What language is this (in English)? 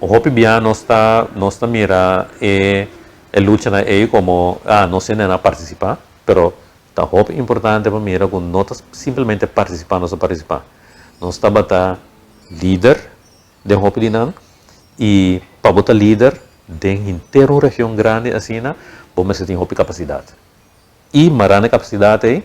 Papiamento